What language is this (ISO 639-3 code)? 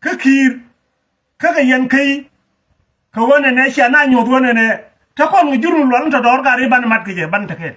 nus